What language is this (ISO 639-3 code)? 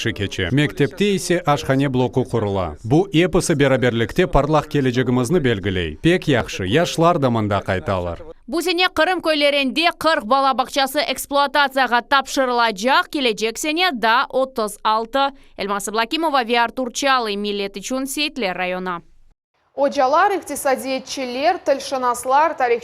crh